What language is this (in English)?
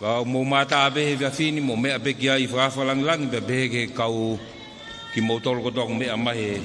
Tongan